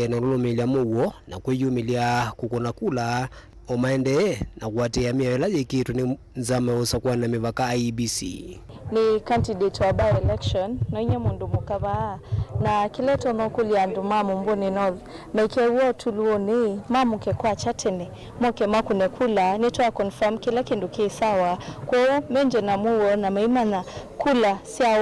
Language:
Kamba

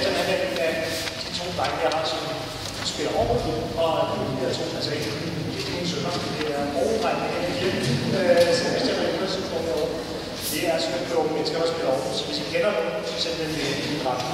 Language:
Danish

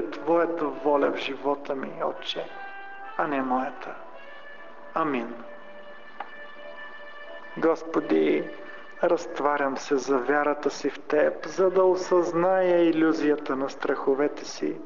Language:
Bulgarian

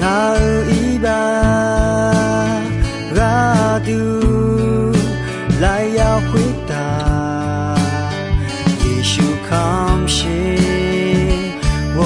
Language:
Akha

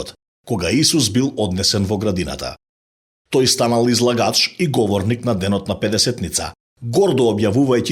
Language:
Macedonian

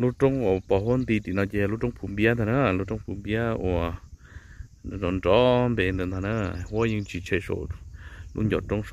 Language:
Hmong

